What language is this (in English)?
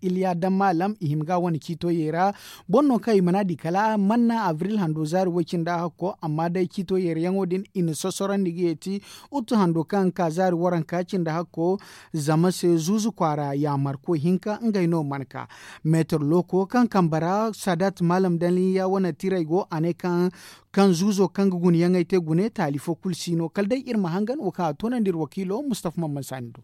Zarma